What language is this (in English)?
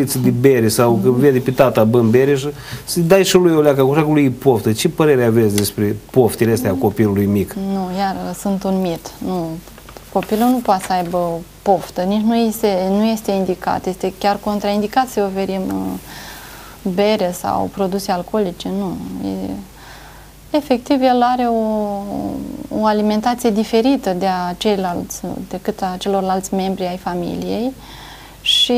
Romanian